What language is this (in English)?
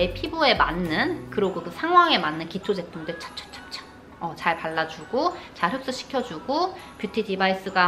Korean